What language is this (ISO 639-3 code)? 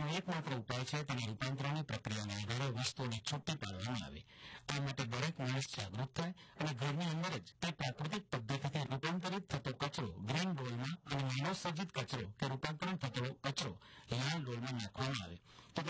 guj